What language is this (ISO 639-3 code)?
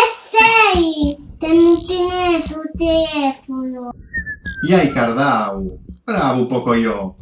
srd